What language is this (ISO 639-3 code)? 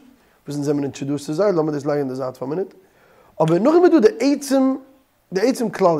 yid